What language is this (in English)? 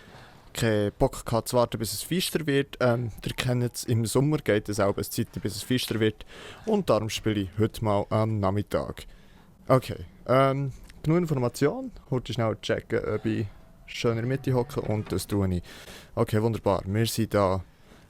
Swiss German